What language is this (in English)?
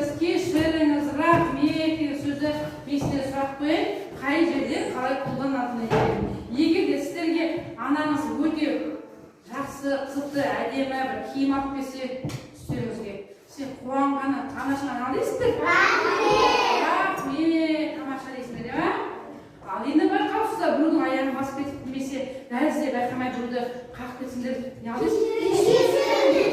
Kazakh